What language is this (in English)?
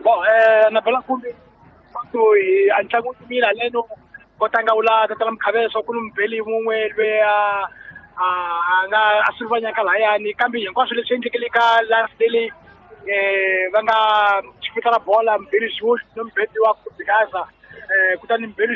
Tsonga